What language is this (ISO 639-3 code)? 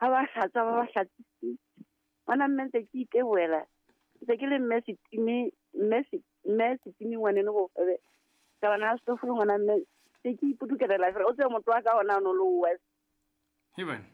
sot